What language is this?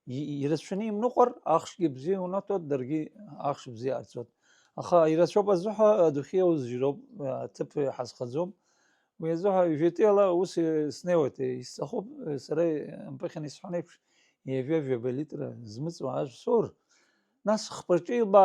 Abkhazian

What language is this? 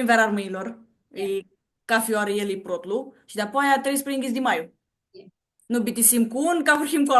Aromanian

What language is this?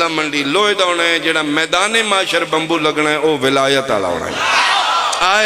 Pahari-Potwari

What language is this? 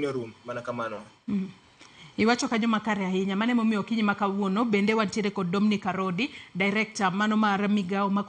Luo (Kenya and Tanzania)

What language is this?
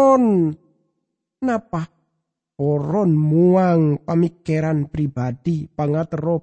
Madurese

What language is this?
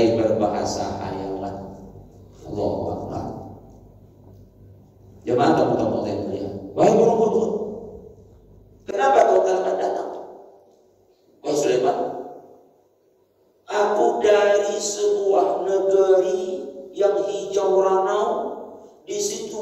Indonesian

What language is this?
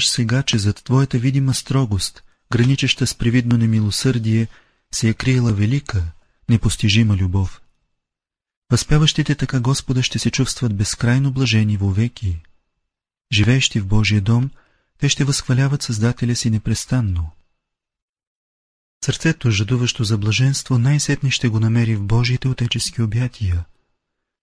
Bulgarian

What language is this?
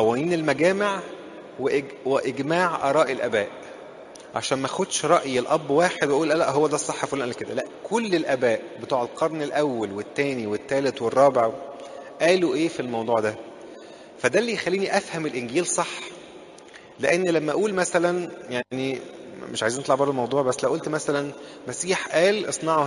Egyptian Arabic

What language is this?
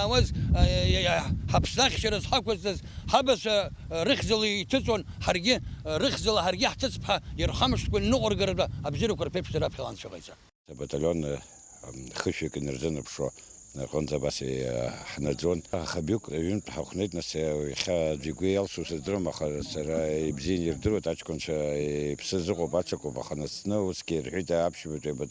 Abkhazian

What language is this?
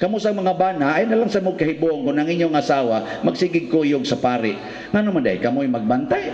Cebuano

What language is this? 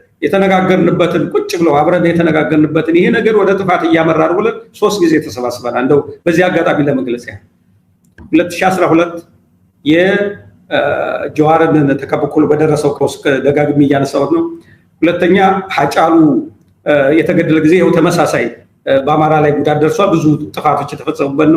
Amharic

